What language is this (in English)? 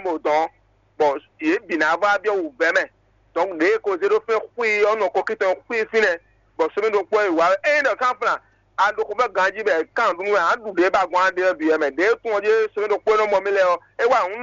Fon